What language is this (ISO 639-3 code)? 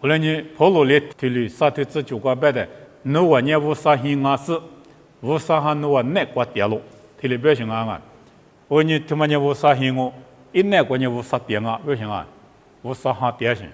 lis